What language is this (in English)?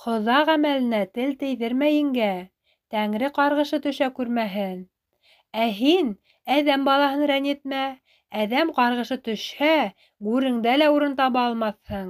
Bashkir